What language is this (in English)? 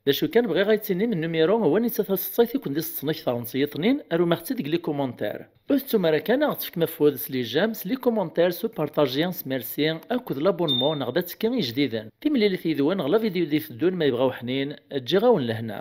Kabyle